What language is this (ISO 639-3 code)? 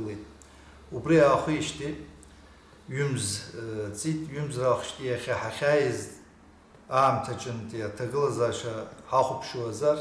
abk